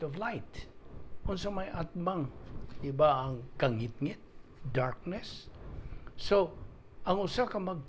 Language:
Cebuano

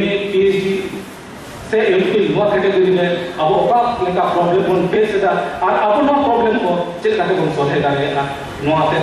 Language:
Santali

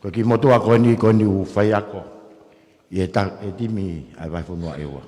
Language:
Tongan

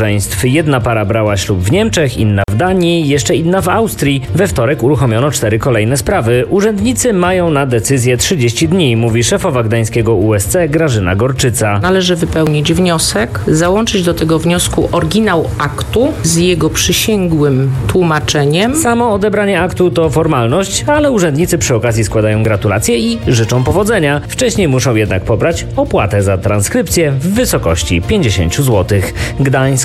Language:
Polish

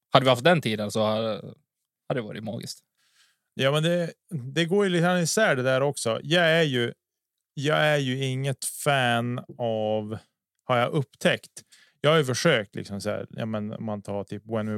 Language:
Swedish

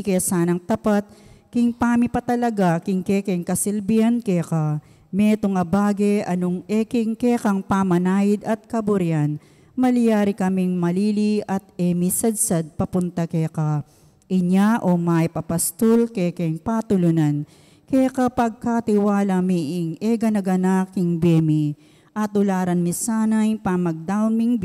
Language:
Pampanga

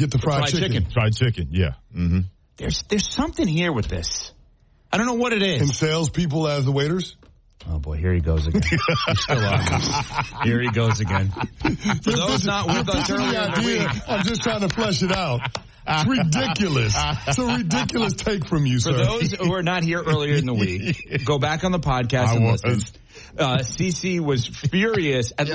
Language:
English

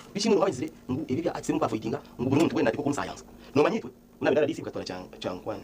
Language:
Nyankole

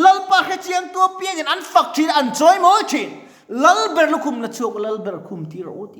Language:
Mizo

